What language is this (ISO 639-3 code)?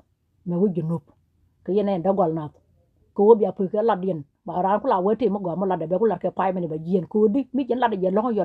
nus